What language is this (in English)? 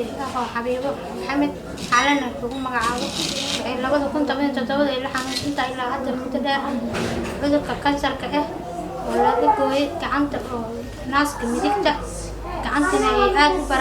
Somali